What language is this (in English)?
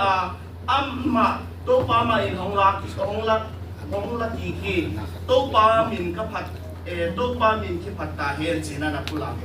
Tedim Chin